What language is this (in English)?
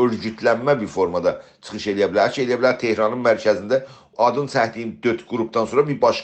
South Azerbaijani